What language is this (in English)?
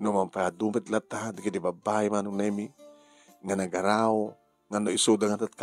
Iloko